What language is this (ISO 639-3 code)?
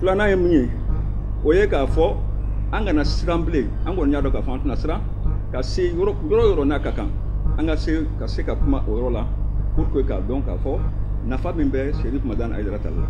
bam